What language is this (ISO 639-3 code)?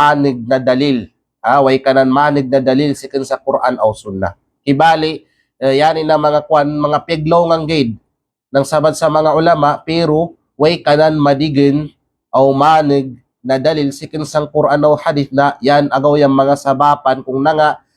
kqe